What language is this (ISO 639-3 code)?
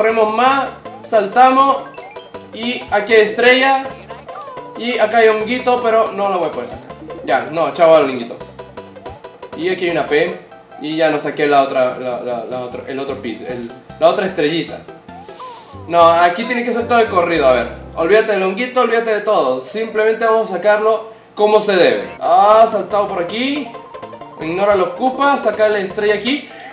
spa